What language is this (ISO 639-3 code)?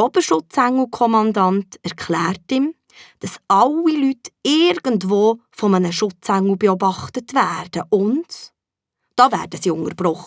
gsw